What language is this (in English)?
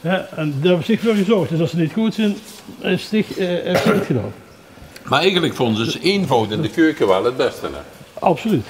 Limburgish